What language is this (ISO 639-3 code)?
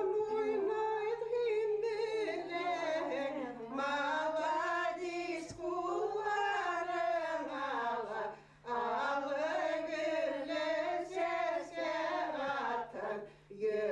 bak